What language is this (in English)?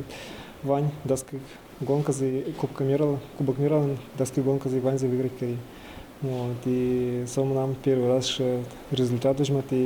Udmurt